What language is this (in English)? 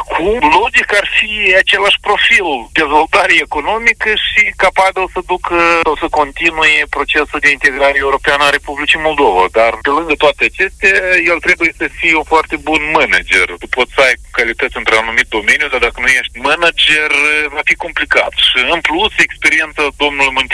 Romanian